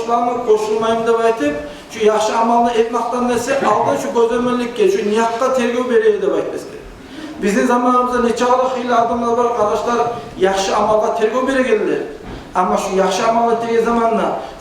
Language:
Kumyk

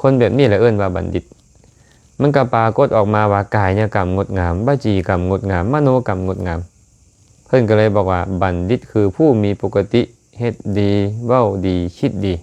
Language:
Lao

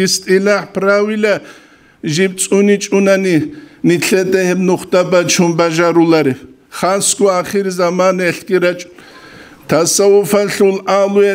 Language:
Avaric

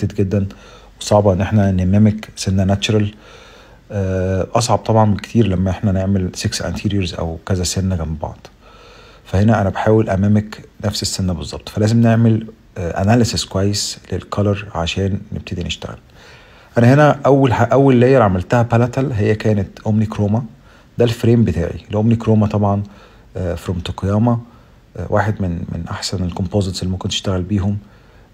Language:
Egyptian Arabic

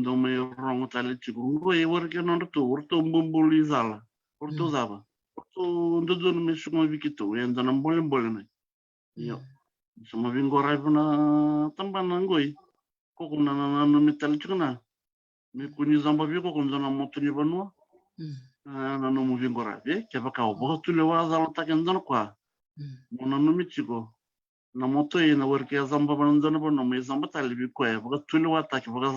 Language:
Fijian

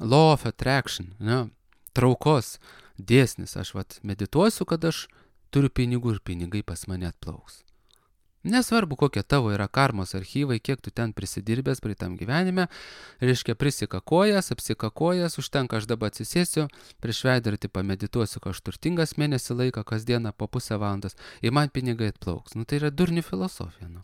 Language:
Lithuanian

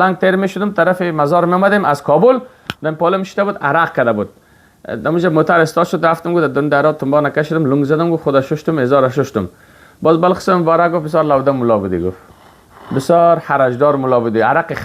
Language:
Persian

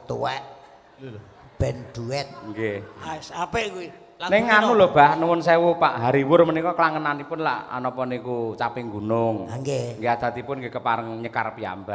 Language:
Javanese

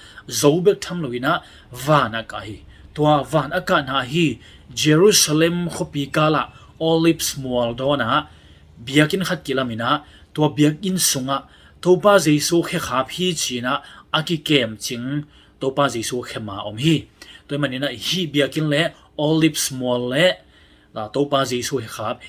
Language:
Tedim Chin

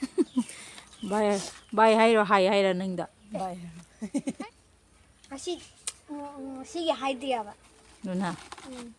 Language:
Manipuri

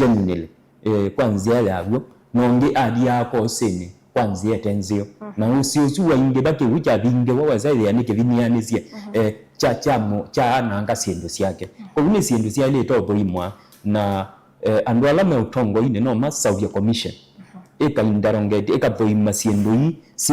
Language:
Kamba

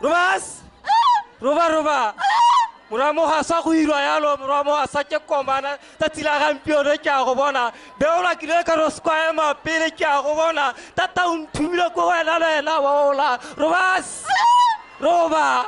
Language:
Tswana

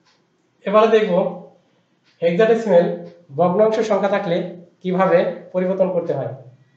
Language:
Bangla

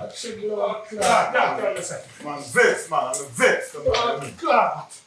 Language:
Jamaican Creole English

